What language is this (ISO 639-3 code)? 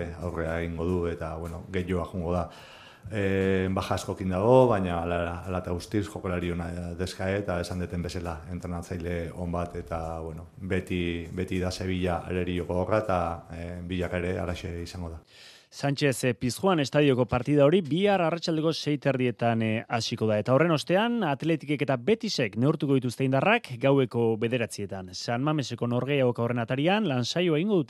eus